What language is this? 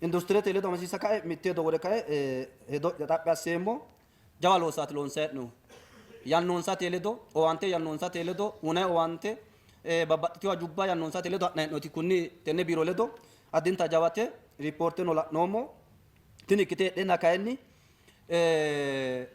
Sidamo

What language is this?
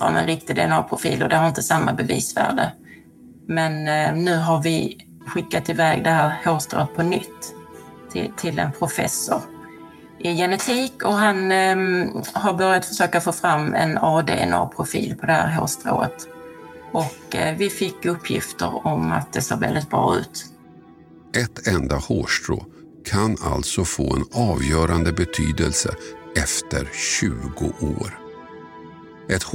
Swedish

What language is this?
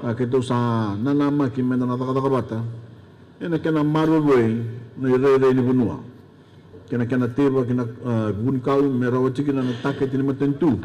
Fijian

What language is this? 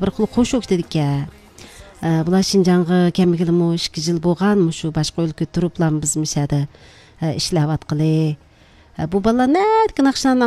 Uyghur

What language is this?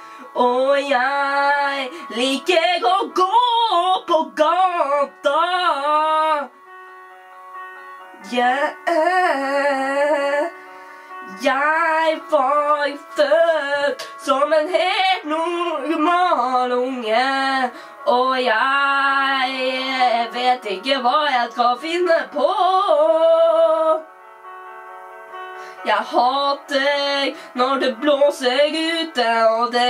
Norwegian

